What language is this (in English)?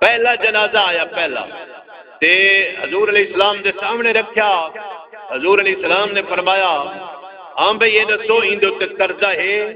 Saraiki